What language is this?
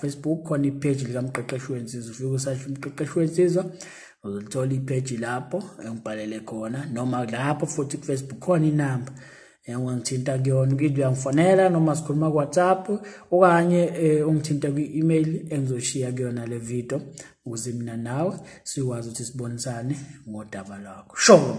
Zulu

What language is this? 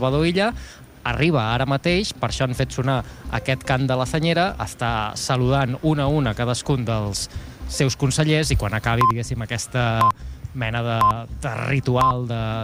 Catalan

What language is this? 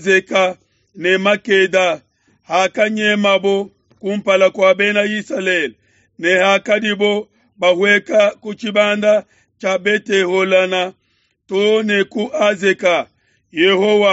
Luba-Lulua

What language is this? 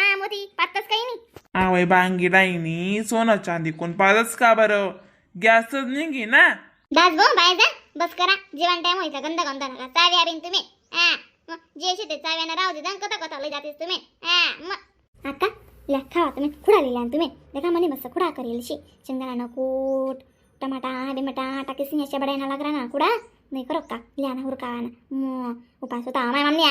Khandesi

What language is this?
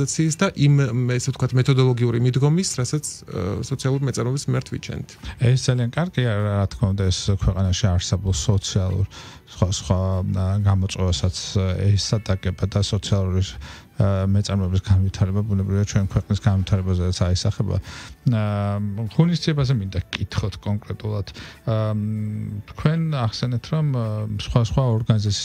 Georgian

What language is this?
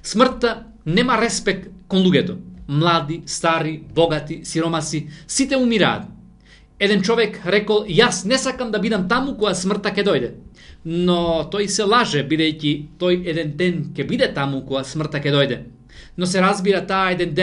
Macedonian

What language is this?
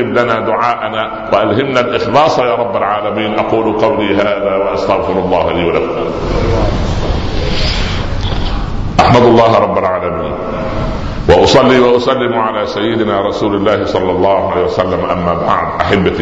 Arabic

